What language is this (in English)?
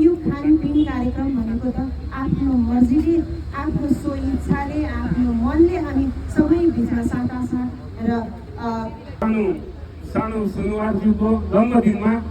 Nepali